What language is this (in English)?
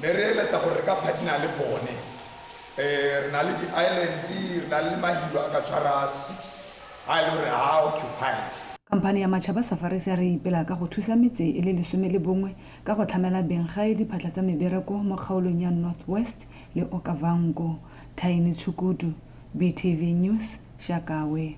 Tswana